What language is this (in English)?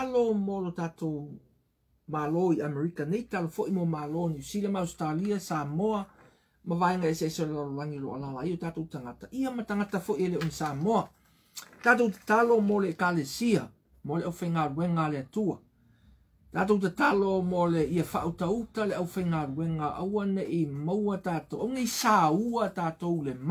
Samoan